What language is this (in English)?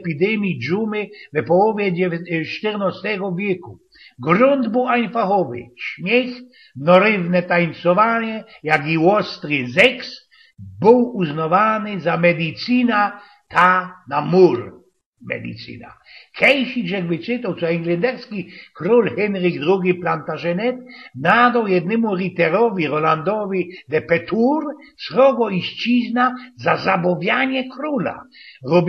Silesian